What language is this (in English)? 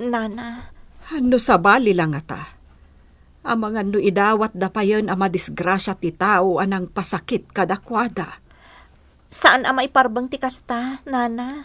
Iloko